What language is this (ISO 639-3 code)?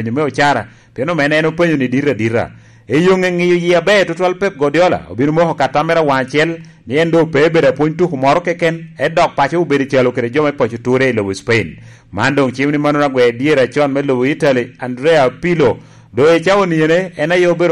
laj